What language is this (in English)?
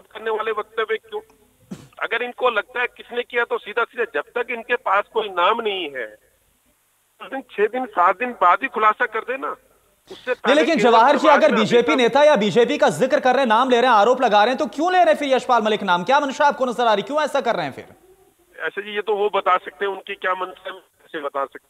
Hindi